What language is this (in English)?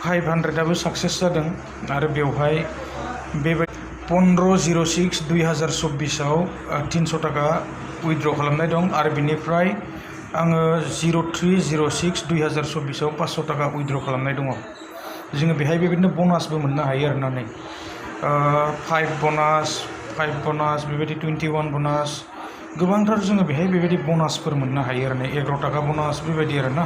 Bodo